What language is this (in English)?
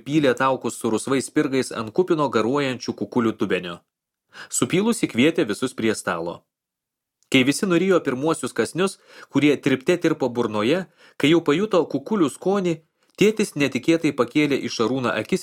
Lithuanian